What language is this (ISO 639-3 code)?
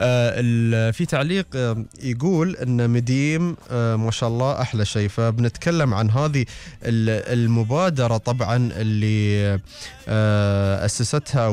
afb